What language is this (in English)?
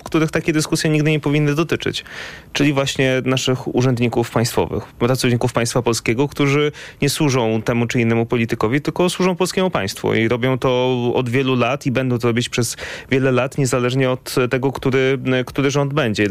Polish